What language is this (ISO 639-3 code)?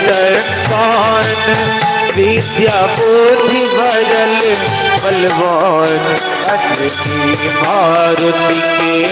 mai